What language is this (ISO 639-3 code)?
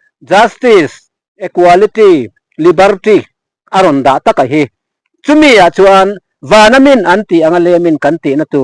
lus